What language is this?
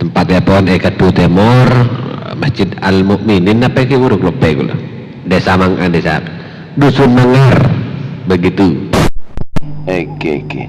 Madurese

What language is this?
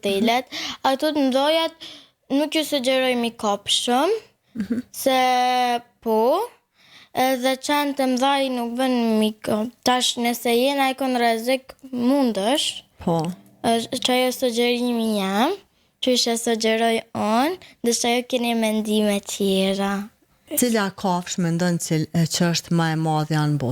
Albanian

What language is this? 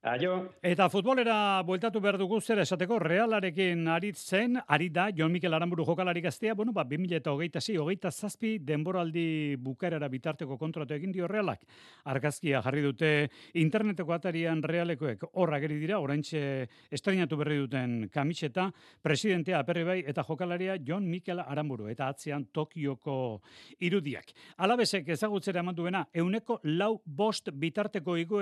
Basque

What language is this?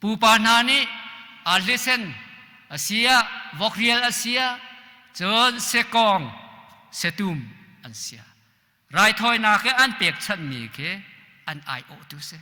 Hakha Chin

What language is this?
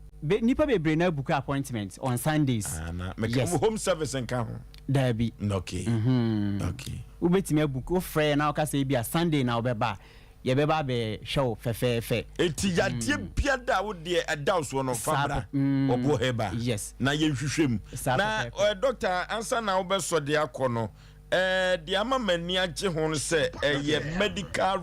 Akan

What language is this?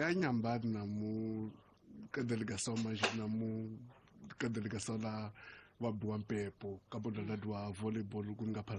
Tsonga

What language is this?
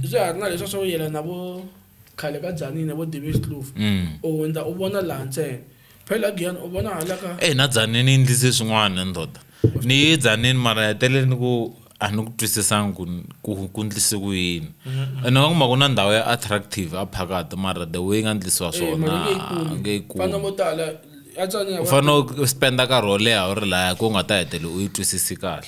Tsonga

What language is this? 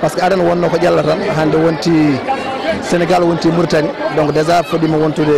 Fula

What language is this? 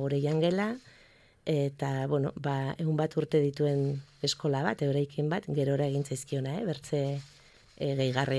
Basque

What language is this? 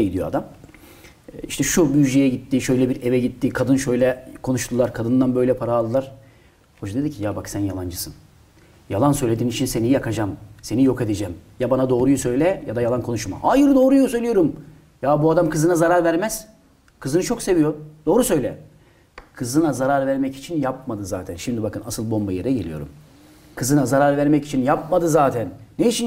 Turkish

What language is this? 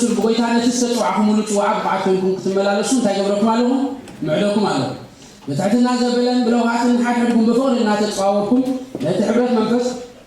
Tigrinya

